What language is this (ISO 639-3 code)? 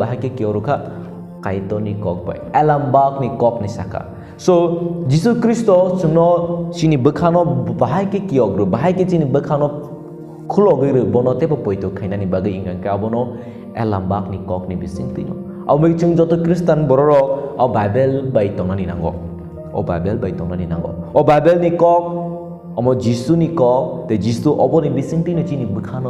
trp